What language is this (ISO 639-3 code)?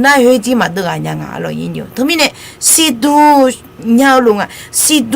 ahk